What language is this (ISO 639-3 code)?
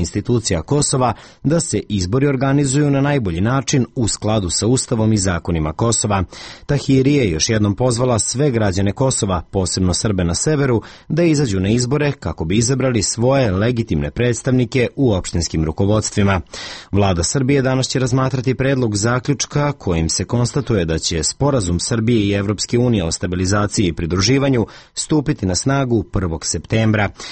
srp